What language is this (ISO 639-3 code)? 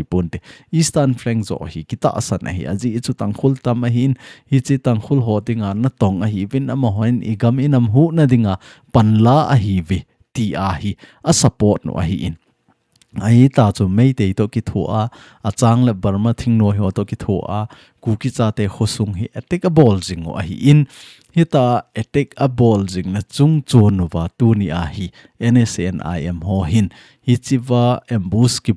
tcz